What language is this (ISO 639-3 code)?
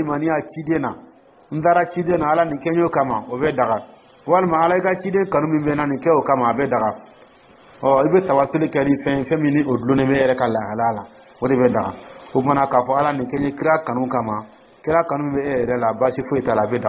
dyu